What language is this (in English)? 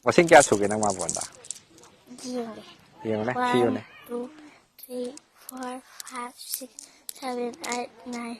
Manipuri